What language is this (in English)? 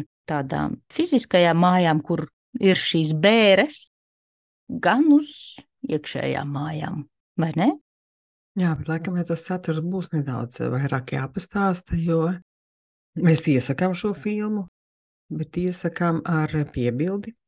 Latvian